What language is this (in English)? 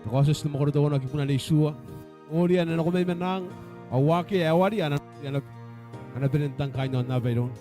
Gilbertese